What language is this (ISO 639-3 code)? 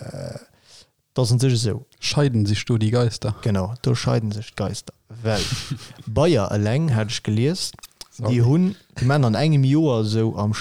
ltz